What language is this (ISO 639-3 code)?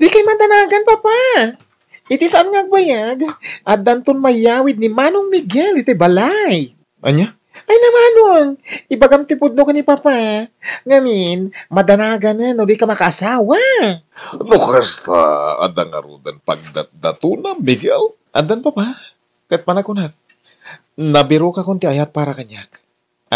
ilo